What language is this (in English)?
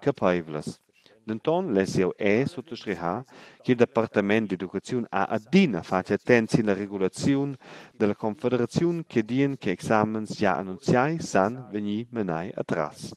Romansh